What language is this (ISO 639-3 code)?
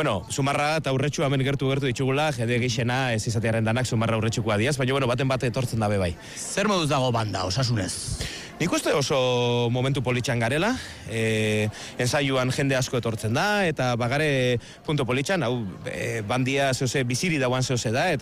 eus